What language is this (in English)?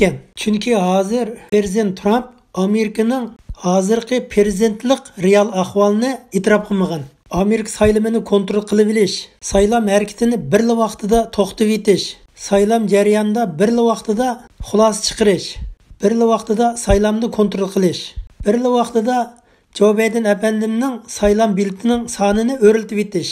Uyghur